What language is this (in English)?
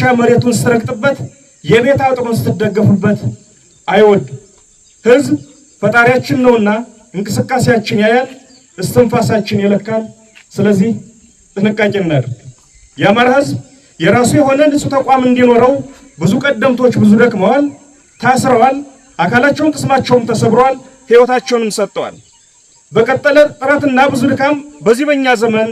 Amharic